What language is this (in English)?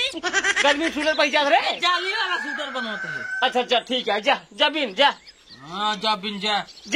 Awadhi